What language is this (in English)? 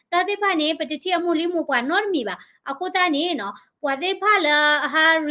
S'gaw Karen